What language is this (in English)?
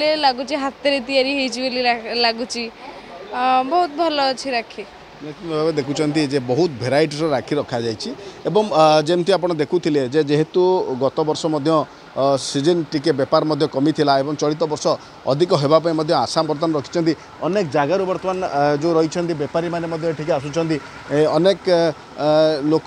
Odia